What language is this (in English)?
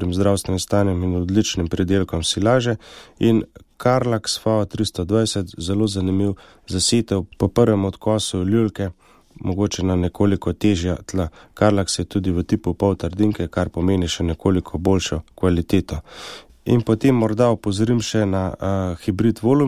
Slovenian